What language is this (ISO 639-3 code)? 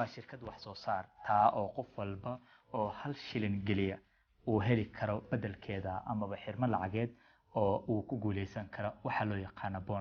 som